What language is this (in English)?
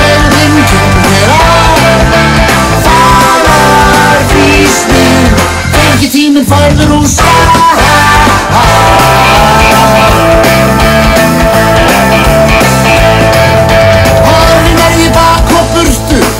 Icelandic